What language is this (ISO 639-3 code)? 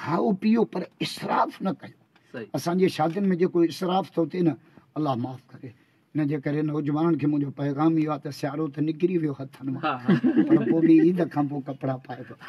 snd